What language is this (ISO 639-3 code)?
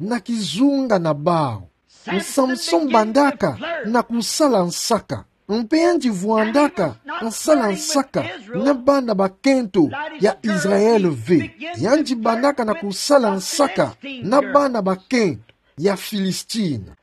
ktu